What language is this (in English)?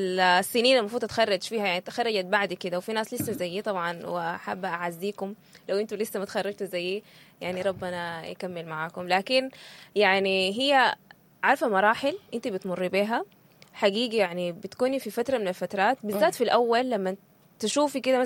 Sudanese Arabic